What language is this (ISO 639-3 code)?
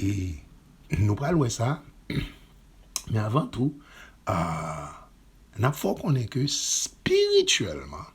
hat